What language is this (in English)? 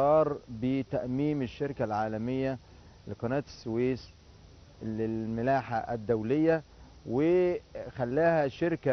Egyptian Arabic